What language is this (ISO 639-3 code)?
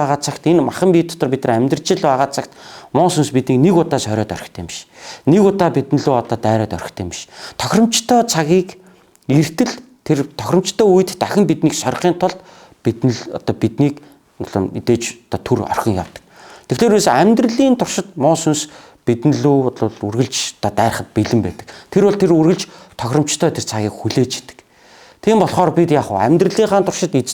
mon